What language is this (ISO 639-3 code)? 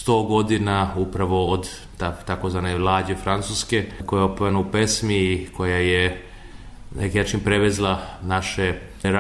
srp